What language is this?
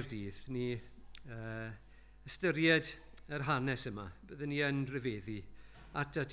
Welsh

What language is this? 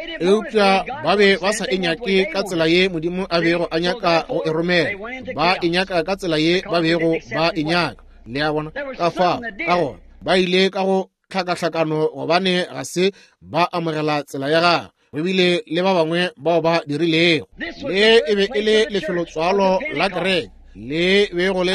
Northern Sotho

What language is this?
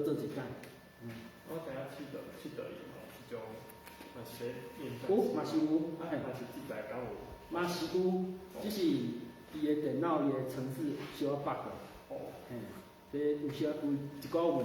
Min Nan Chinese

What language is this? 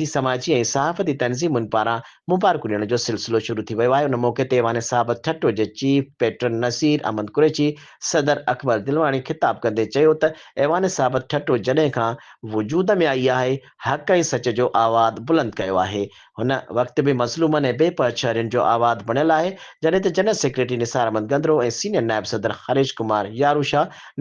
Sindhi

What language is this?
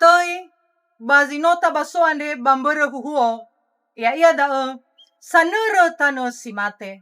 Nias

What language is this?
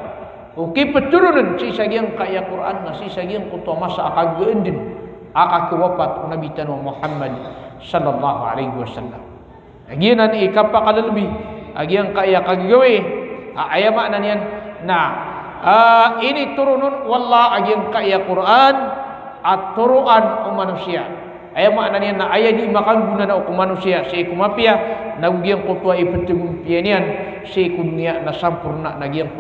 Maranao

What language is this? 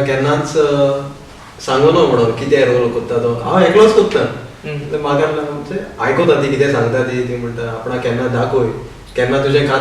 Konkani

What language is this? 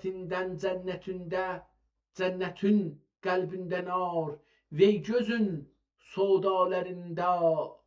South Azerbaijani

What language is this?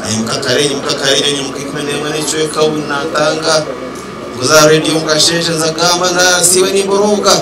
Nyankole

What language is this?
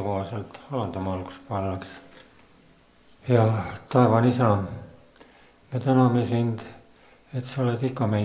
Estonian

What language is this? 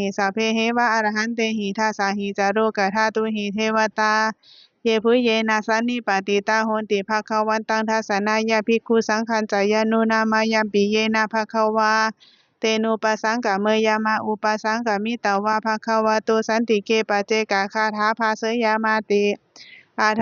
Pali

